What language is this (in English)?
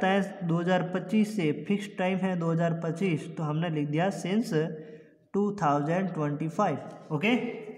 Hindi